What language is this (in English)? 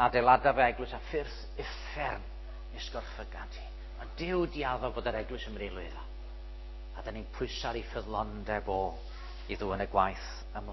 Welsh